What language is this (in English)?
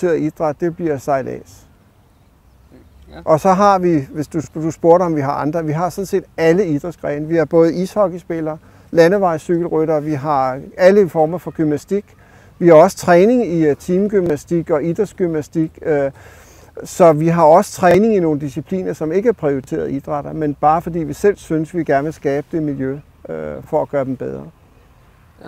Danish